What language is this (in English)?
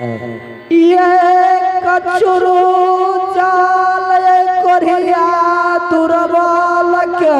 Angika